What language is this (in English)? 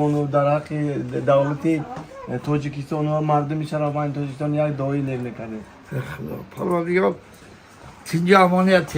Tajik